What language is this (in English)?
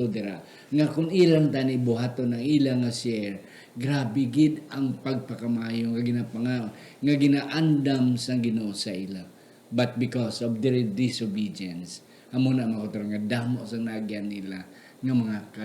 Hiligaynon